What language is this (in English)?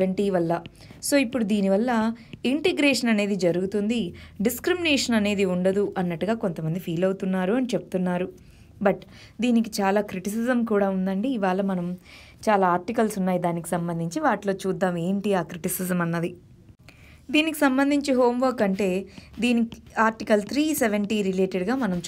Telugu